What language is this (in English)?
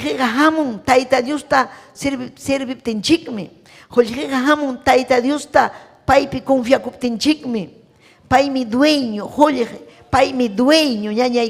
Ayacucho Quechua